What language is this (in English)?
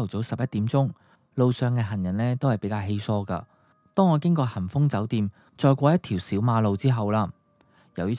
Cantonese